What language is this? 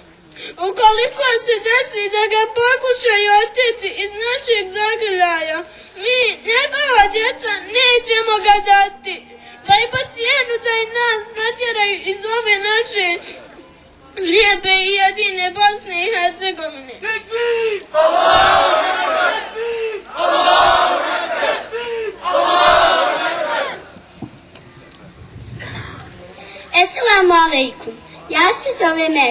Bosnian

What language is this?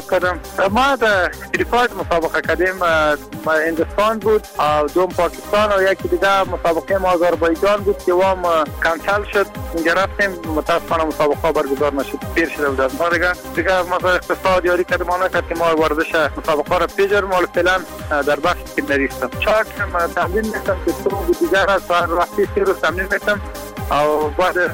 Persian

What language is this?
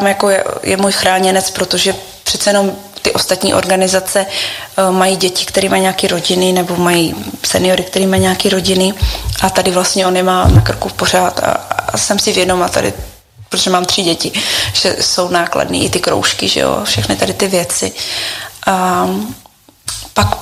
Czech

